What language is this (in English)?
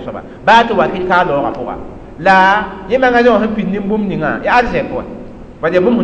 Mossi